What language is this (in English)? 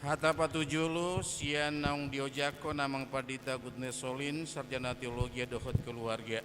Batak Toba